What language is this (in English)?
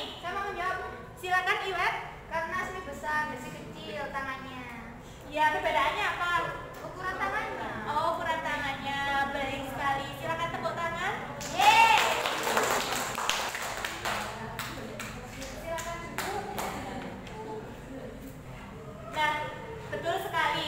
Indonesian